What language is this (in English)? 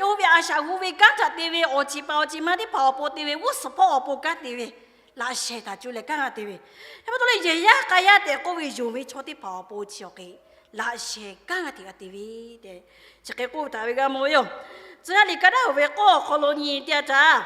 Lahu